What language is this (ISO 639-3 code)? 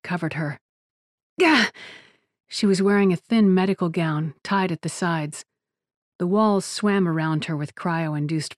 eng